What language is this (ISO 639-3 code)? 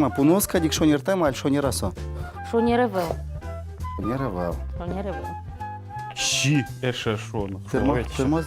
udm